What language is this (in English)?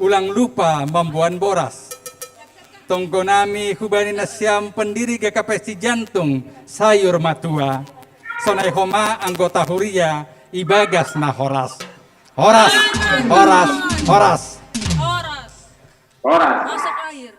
Batak Simalungun